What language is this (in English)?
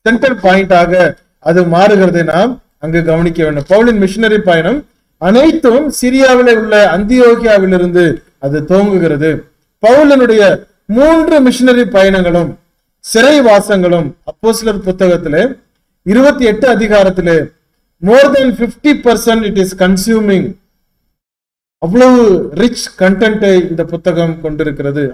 Tamil